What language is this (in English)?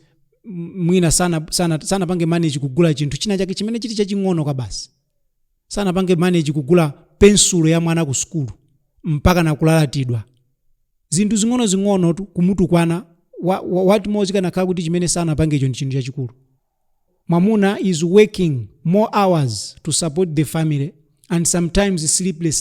Nyanja